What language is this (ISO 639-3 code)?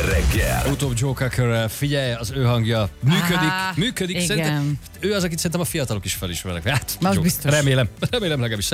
hun